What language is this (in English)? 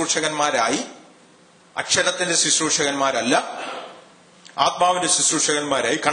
Malayalam